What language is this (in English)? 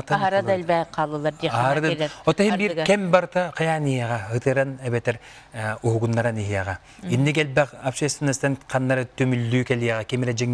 Yakut